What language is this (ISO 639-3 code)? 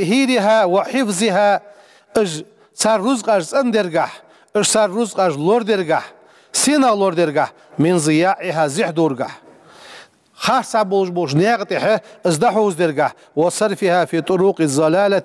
inh